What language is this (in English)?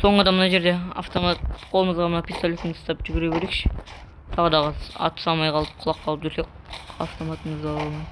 Kazakh